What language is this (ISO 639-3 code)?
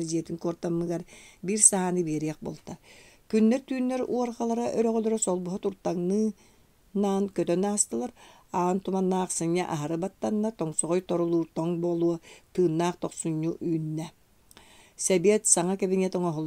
sah